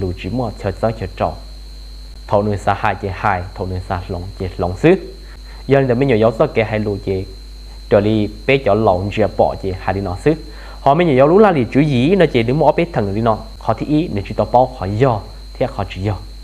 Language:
Hmong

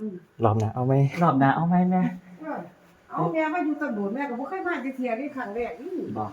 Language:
Northeastern Thai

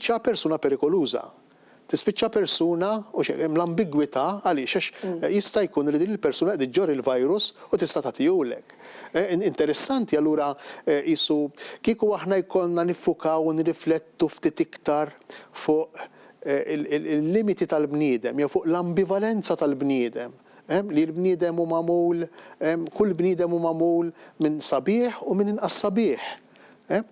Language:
Maltese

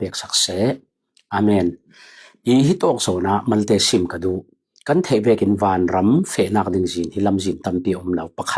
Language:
Falam Chin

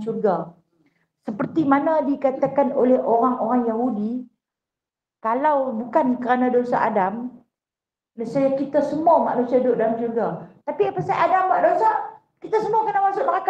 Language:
Malay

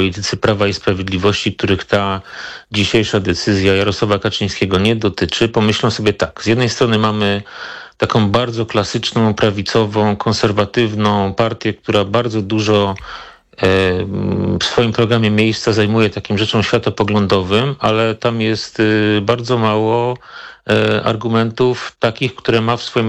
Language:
Polish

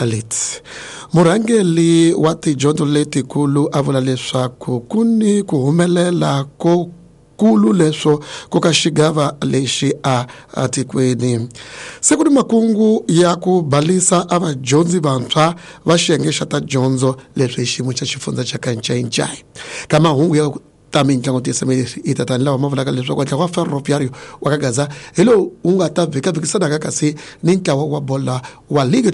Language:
Tsonga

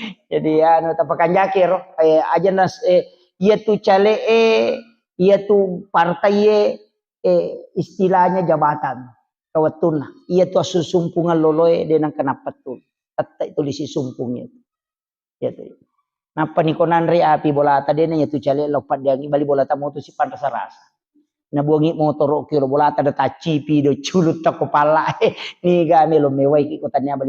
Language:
Buginese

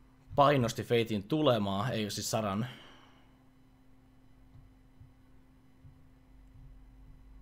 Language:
Finnish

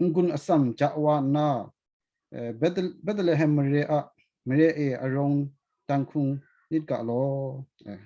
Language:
Kachin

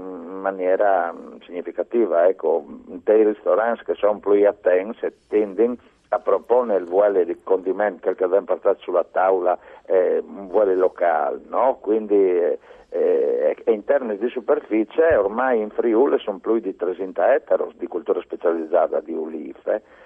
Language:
Friulian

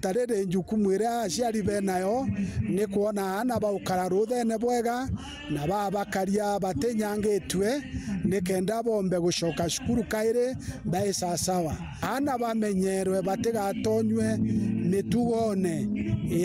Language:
Meru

